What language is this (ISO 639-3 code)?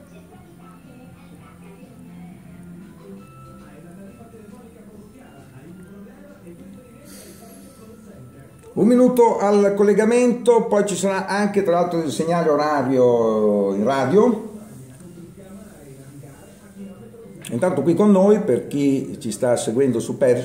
ita